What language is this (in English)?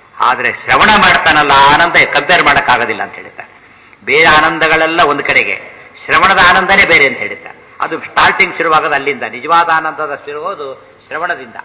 Kannada